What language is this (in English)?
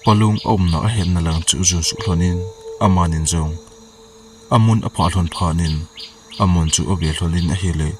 Thado Chin